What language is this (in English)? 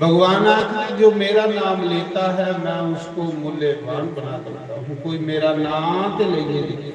Dogri